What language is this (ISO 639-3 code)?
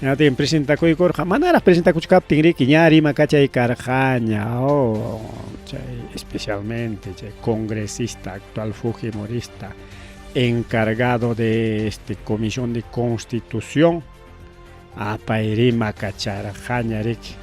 quy